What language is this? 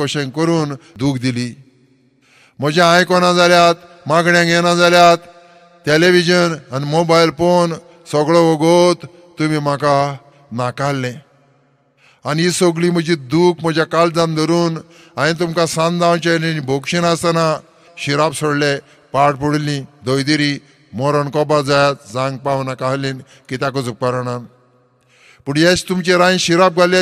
Konkani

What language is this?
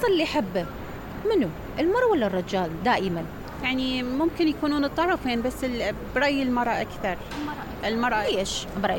Mesopotamian Arabic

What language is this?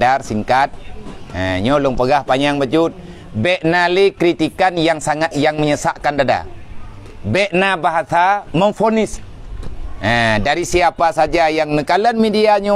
Achinese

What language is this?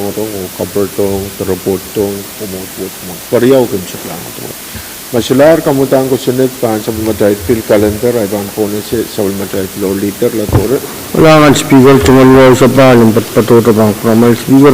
Pohnpeian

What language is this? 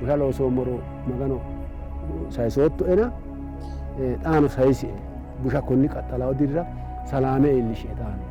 Sidamo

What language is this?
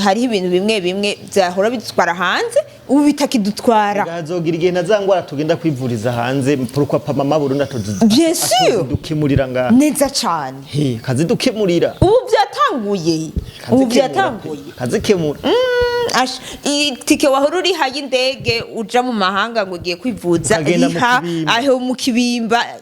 Rundi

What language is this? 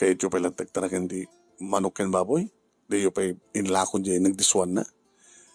Iloko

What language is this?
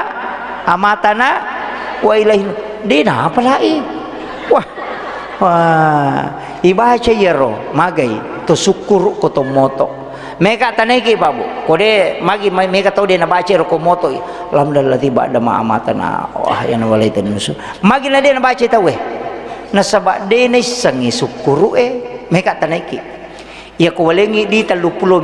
Buginese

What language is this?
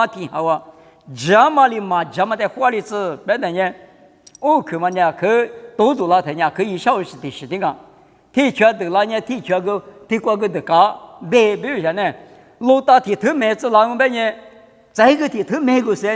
Lisu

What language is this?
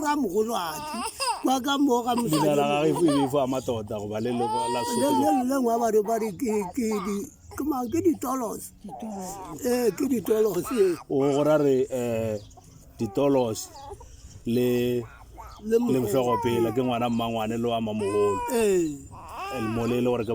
Northern Sotho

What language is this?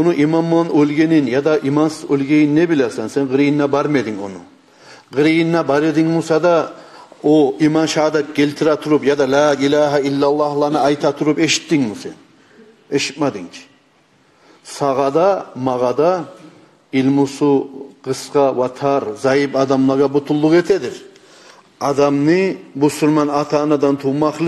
Kumyk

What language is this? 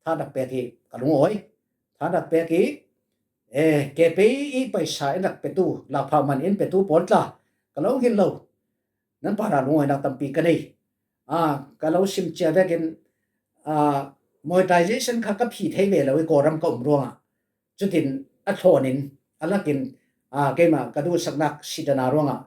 Falam Chin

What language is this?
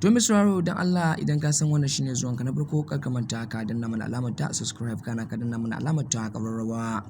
Hausa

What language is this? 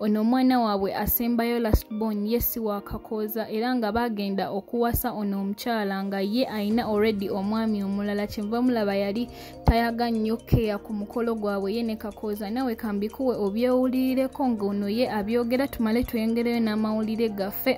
Ganda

